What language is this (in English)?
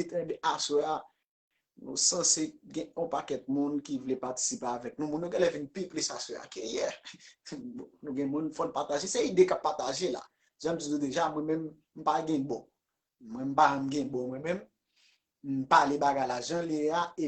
Haitian Creole